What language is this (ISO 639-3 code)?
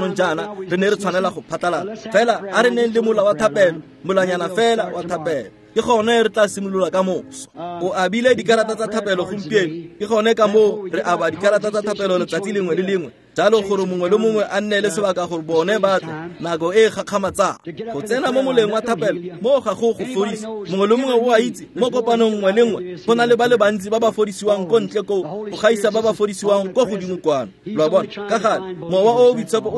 tsn